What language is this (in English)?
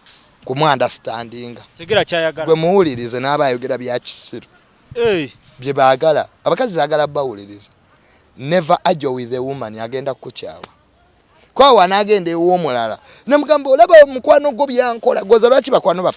Ganda